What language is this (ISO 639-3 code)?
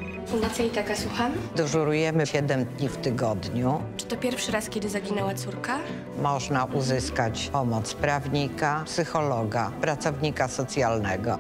pol